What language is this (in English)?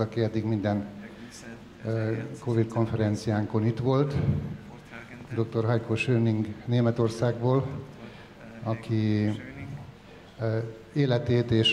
Hungarian